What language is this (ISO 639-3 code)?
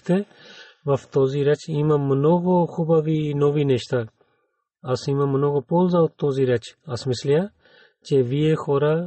bul